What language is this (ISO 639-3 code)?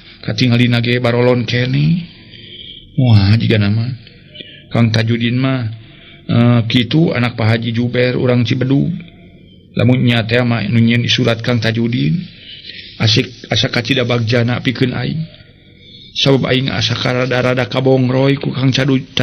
sun